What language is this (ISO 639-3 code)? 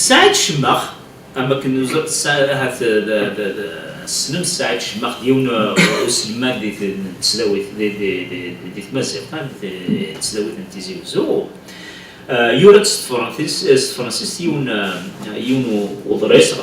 kab